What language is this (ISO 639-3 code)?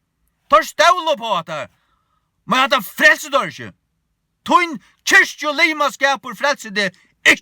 fao